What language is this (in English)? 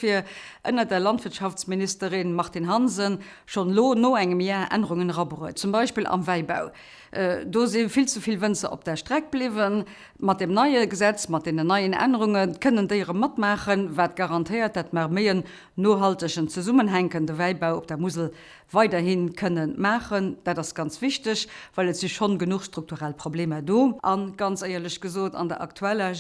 Luxembourgish